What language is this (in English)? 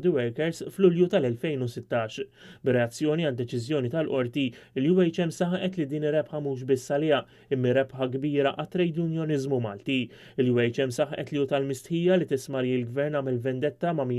Maltese